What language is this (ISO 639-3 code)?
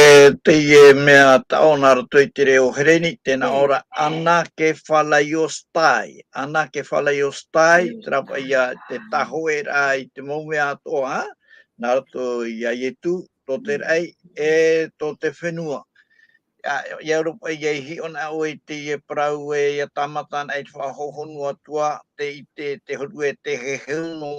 tah